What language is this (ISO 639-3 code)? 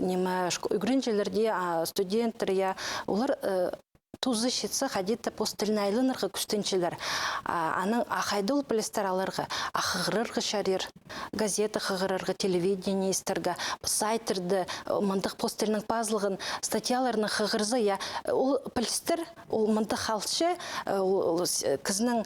kjh